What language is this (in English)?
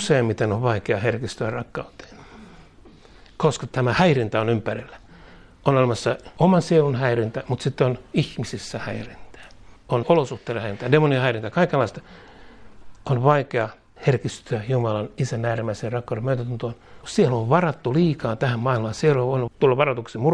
Finnish